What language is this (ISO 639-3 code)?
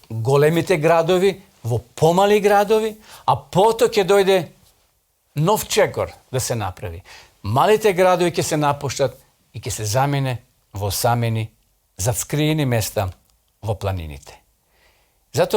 mkd